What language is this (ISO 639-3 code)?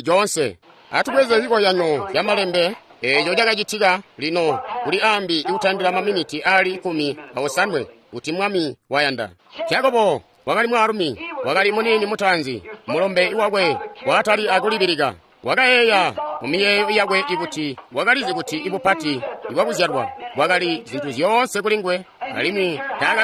toi